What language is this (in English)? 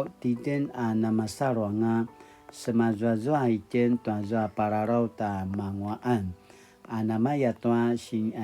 Paiwan